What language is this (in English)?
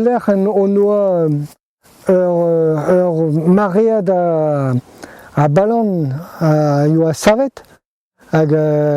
Breton